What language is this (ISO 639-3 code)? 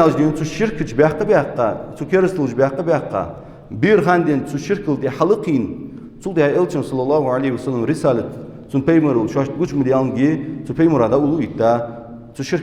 inh